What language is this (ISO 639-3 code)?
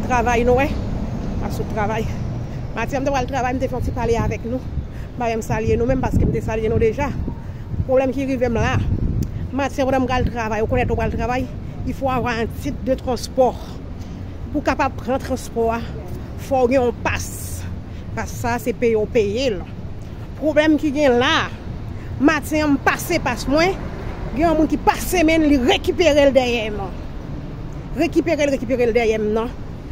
hat